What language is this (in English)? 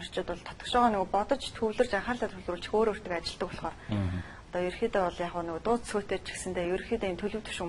Mongolian